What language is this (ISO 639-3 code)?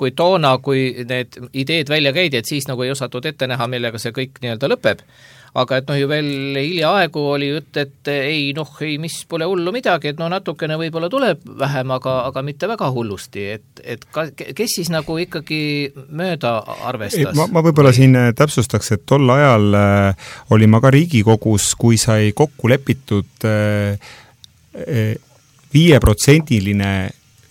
est